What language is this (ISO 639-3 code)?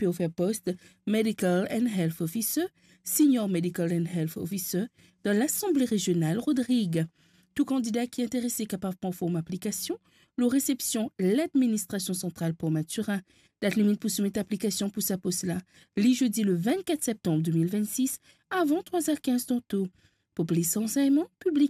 mfe